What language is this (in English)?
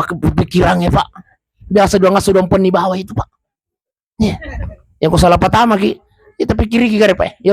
Buginese